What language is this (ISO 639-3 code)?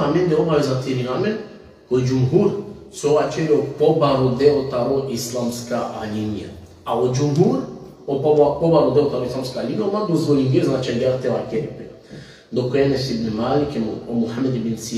rmn